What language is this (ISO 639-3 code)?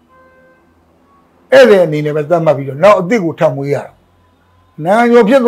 mya